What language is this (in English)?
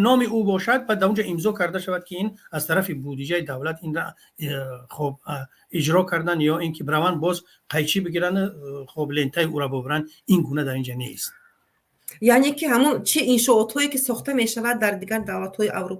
Tajik